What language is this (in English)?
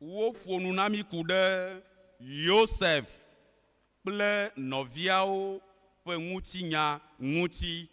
Ewe